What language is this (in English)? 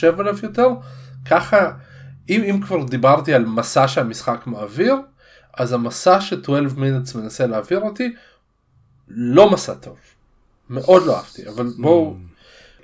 Hebrew